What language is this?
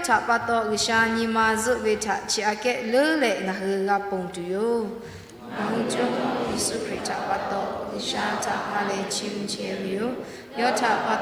Lahu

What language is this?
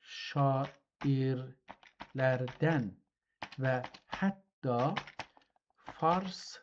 South Azerbaijani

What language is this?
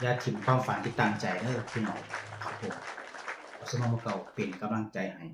Northeastern Thai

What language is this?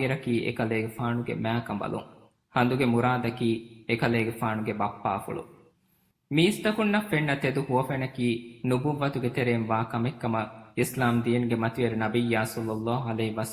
Divehi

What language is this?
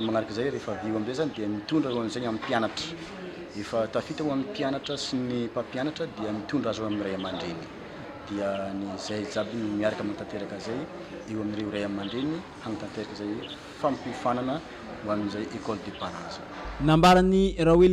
Malagasy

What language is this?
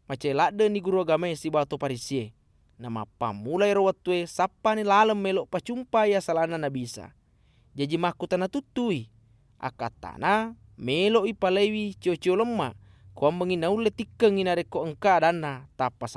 Buginese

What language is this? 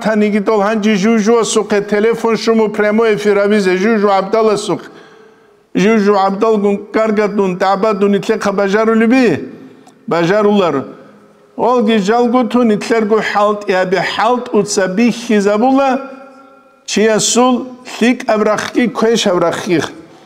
Avaric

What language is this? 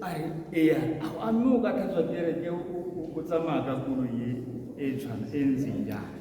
Tswana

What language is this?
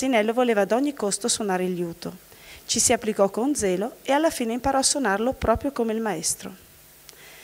Italian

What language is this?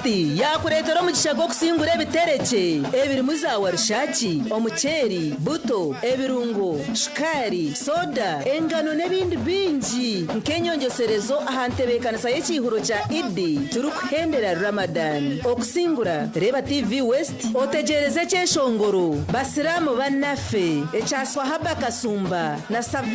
Nyankole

